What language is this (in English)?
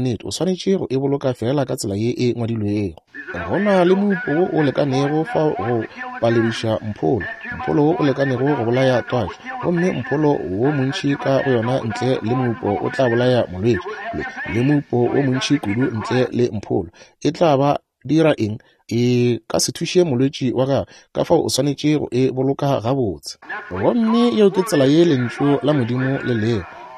Northern Sotho